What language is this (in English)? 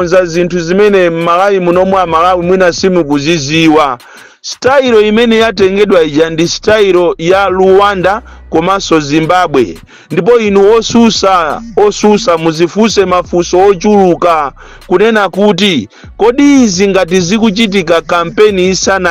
Nyanja